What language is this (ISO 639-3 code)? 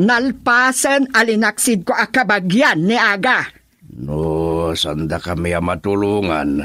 ilo